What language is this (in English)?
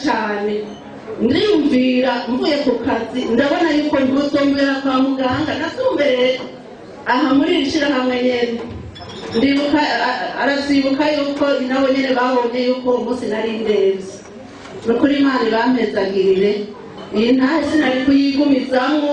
Rundi